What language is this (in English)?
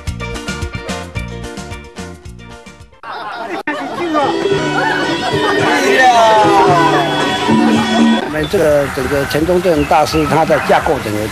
Chinese